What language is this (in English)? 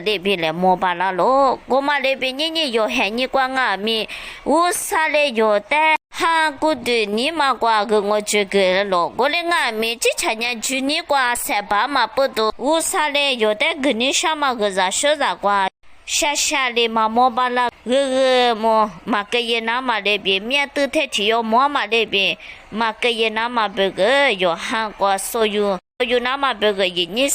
Lisu